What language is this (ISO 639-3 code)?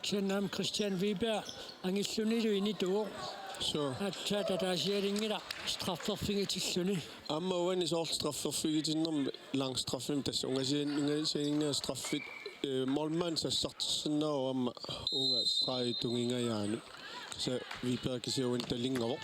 kal